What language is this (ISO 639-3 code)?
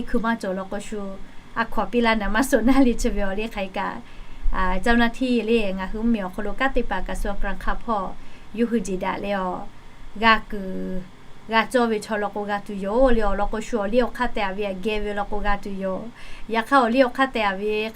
lhu